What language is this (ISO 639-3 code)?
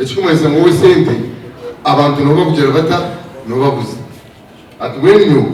nyn